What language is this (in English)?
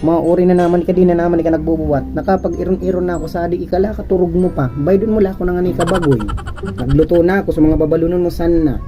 Bikol